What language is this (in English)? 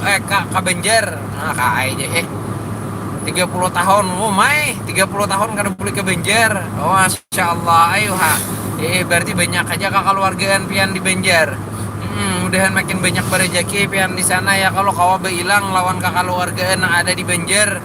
Banjar